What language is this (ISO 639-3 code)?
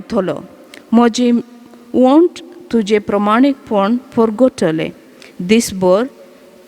kok